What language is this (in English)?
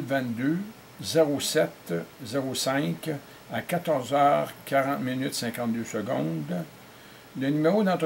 French